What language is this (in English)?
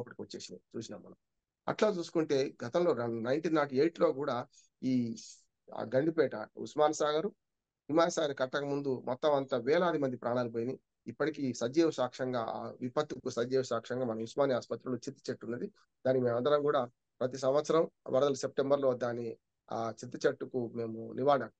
Telugu